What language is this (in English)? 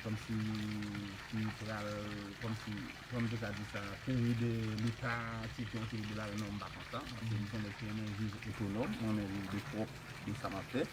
Haitian Creole